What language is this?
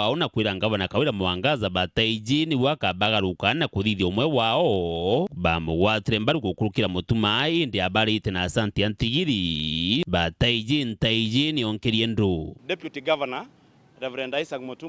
Meru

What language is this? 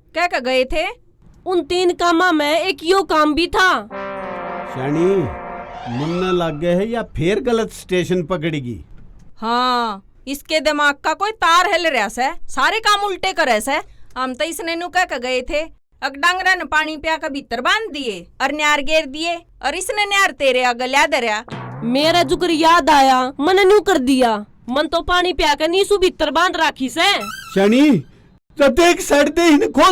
Haryanvi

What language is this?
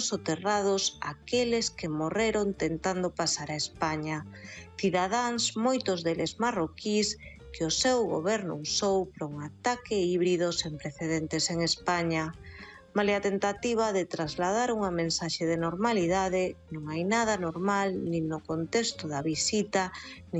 Galician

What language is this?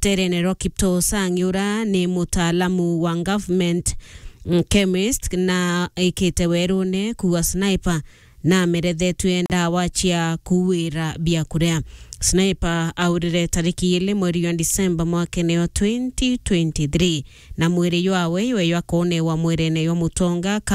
Meru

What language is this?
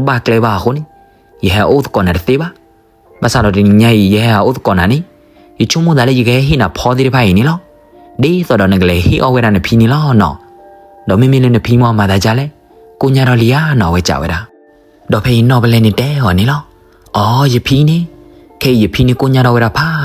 S'gaw Karen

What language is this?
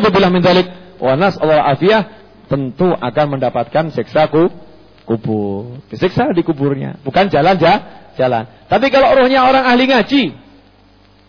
Indonesian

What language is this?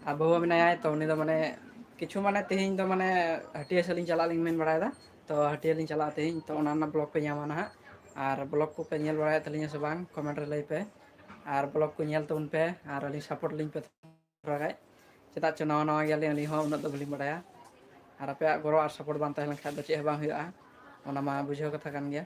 Santali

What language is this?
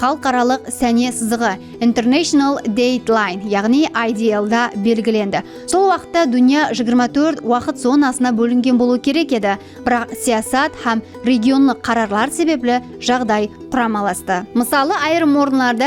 Kara-Kalpak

